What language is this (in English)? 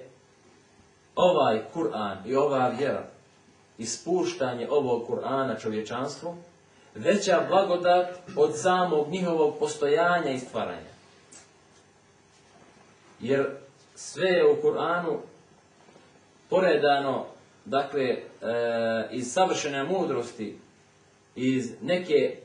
Bosnian